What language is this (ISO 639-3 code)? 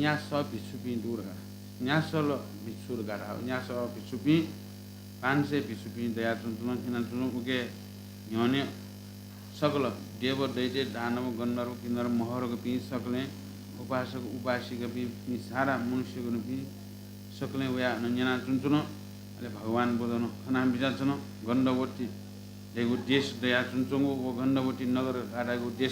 new